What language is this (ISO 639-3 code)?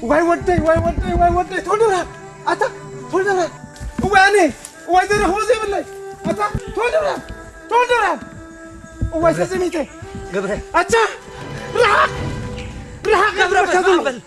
tir